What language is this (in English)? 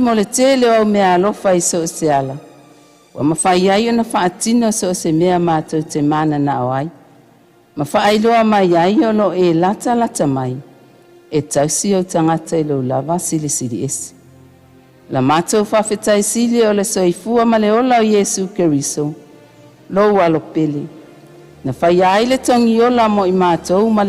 Samoan